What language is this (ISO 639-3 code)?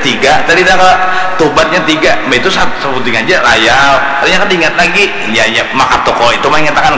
bjn